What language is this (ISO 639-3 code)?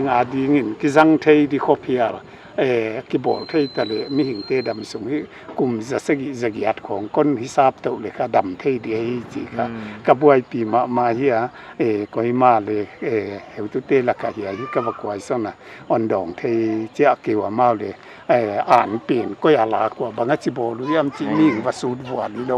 pck